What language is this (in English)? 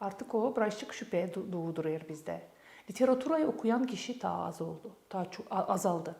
Gagauz